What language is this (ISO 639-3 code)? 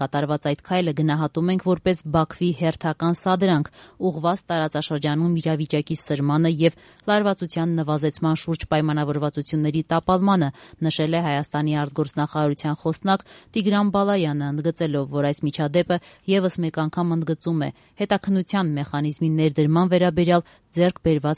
hye